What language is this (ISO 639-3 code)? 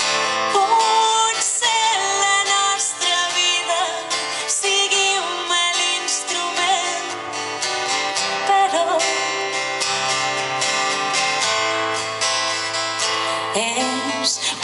cat